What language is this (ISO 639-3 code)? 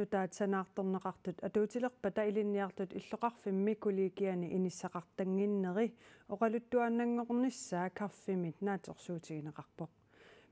kal